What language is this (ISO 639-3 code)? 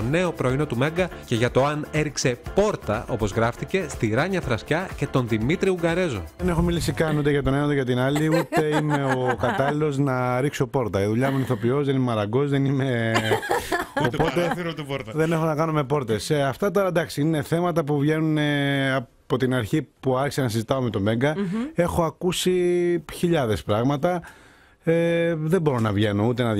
ell